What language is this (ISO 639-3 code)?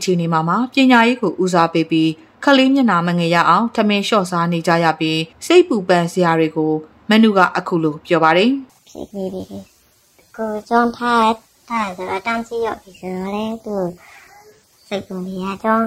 mya